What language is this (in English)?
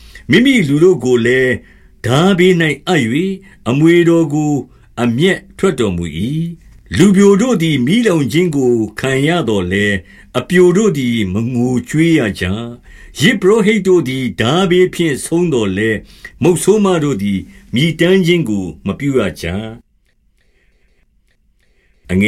Burmese